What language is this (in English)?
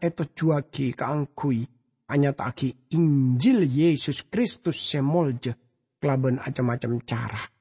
Madurese